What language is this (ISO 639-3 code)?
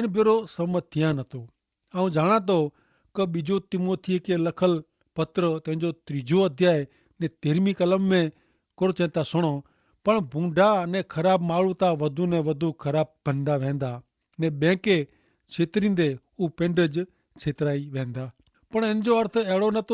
kfr